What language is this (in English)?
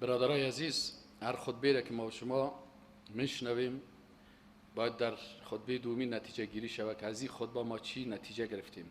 Persian